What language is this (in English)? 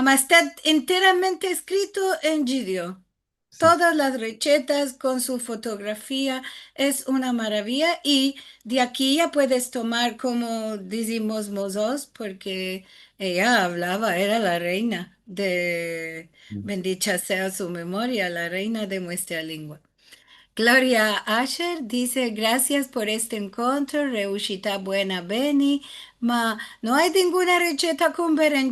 Ladino